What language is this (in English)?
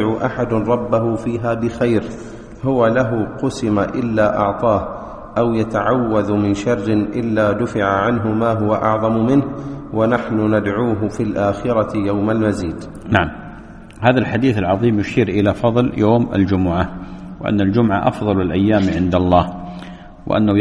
Arabic